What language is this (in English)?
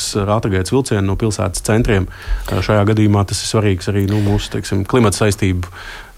Latvian